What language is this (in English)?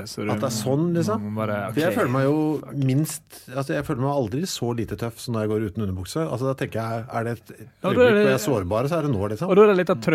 Norwegian